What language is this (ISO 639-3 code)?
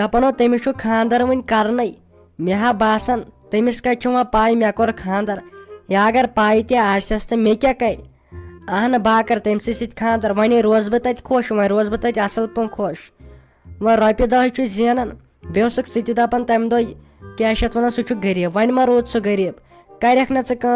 kas